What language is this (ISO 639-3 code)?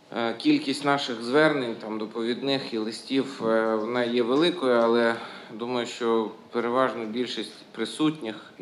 ukr